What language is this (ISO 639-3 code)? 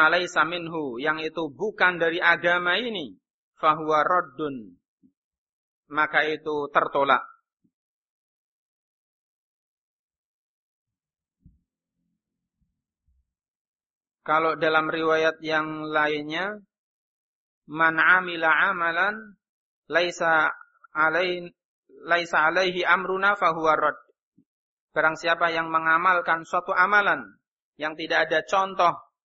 ind